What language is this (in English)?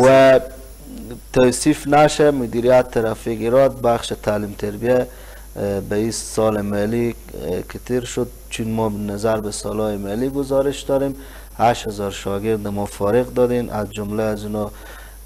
Persian